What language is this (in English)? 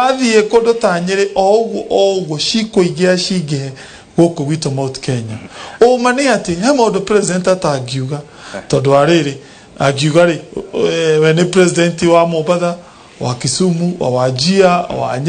Kikuyu